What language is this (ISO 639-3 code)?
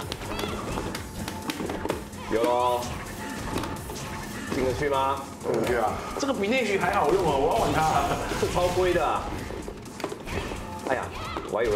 zho